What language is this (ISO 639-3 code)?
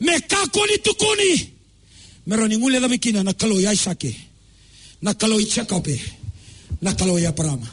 fij